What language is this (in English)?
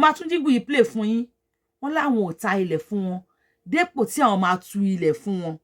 Yoruba